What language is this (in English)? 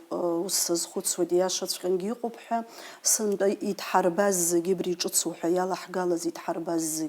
Abkhazian